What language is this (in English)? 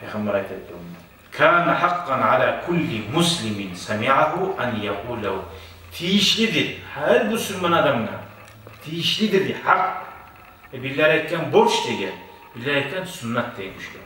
Kumyk